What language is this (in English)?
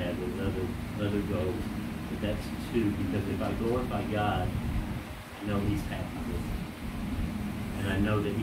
English